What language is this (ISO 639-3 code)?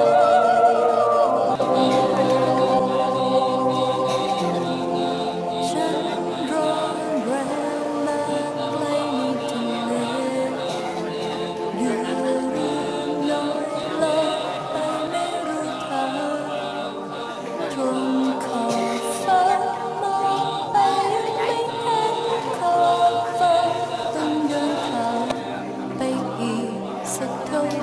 tha